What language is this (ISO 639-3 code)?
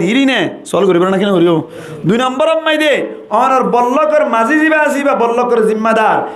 rhg